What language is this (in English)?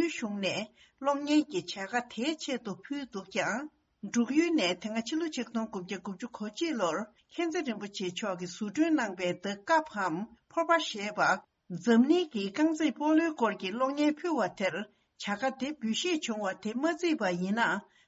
Tibetan